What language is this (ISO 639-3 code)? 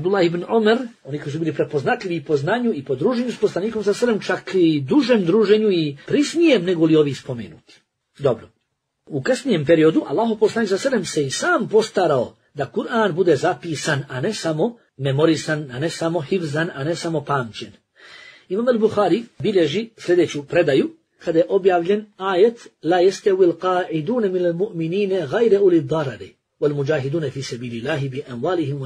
bos